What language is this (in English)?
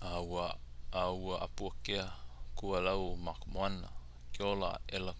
Hawaiian